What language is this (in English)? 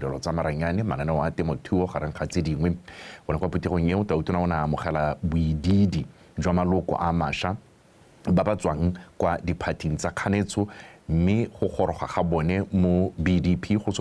Tswana